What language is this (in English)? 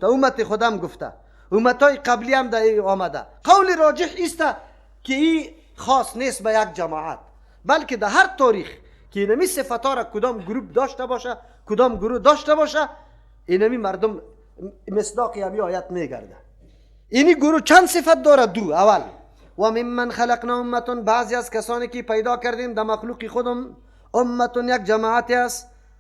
Persian